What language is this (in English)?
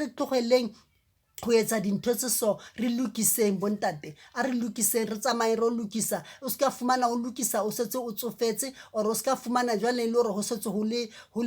Southern Sotho